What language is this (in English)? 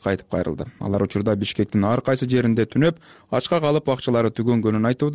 Kyrgyz